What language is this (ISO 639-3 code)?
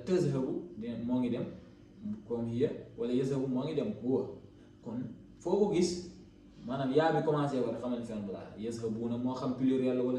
wol